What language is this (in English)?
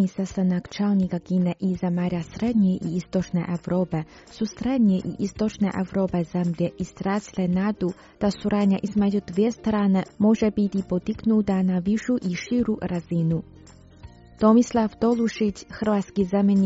Croatian